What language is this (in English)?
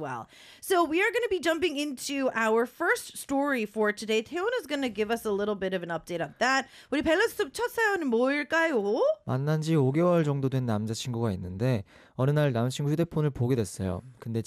Korean